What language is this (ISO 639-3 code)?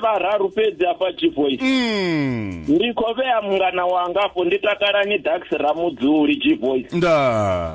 ven